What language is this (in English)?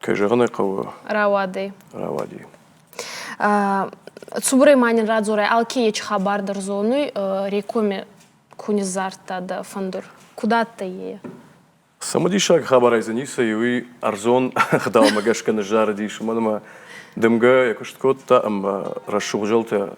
Ossetic